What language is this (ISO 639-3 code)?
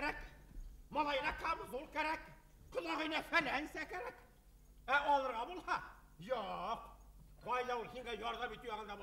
bak